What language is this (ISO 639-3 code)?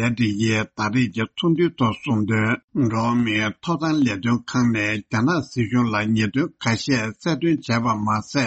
bod